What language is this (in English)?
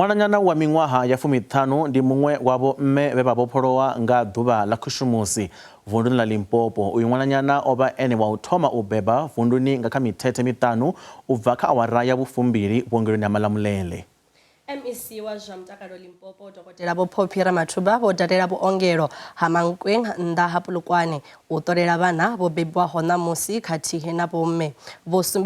Venda